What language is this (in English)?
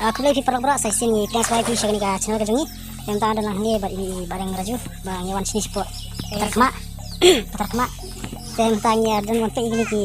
Khasi